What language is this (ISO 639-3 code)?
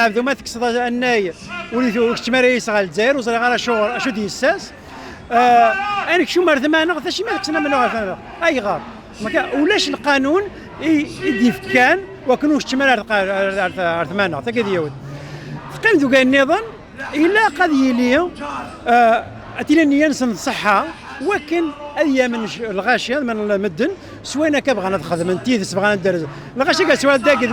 kab